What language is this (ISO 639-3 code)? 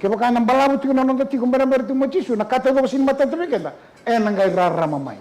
fij